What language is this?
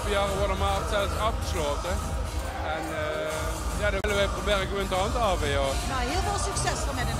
Limburgish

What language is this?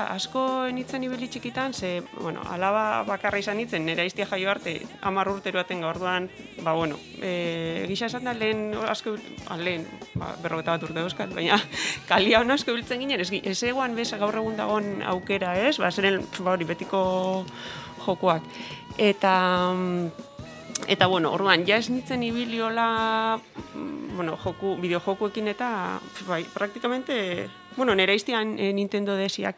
Basque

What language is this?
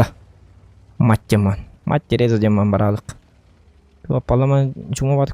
Yakut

